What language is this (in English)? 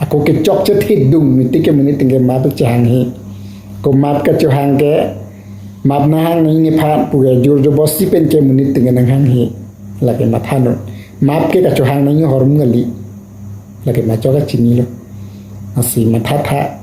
Karbi